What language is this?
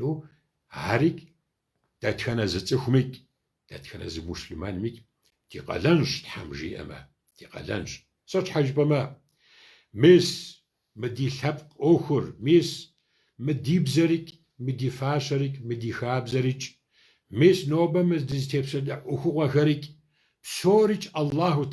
Kabardian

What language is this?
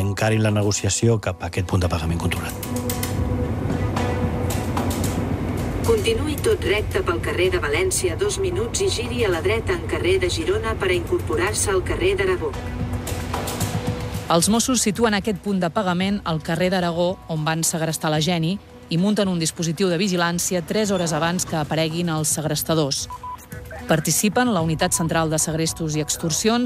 Catalan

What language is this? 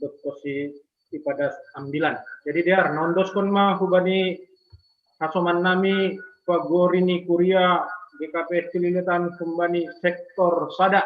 Batak Simalungun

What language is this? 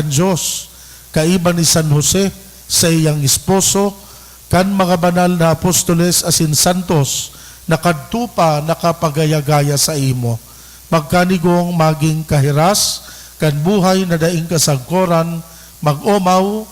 Bikol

